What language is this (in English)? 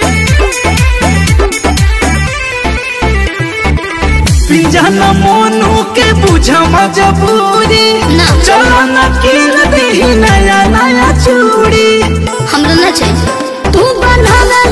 Bhojpuri